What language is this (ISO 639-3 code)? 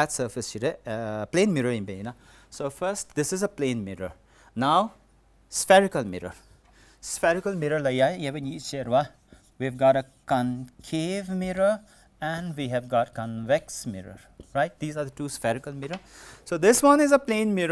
bod